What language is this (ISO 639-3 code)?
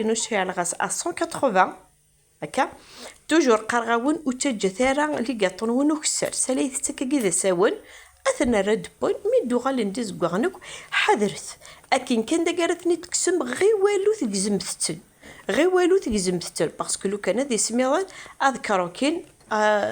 kab